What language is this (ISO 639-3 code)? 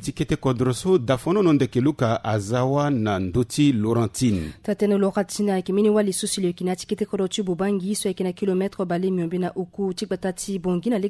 sag